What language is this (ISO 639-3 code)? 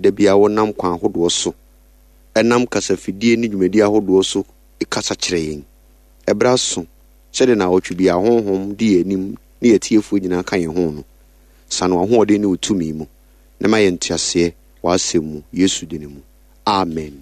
aka